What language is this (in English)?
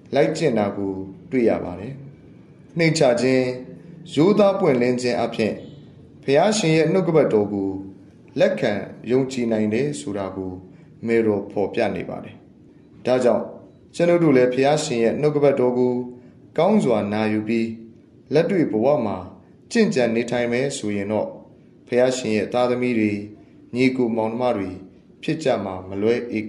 Burmese